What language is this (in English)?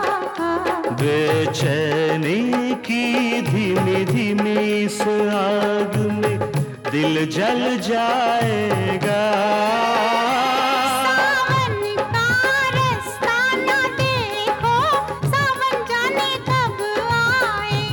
Hindi